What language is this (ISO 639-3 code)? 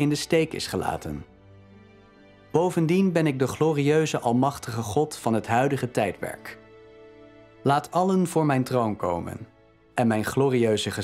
nld